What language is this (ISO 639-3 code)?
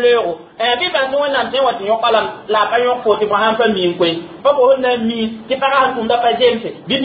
mos